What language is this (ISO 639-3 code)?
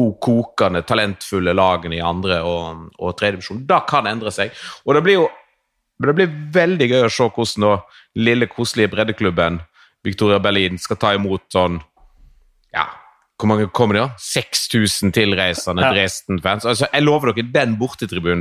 nor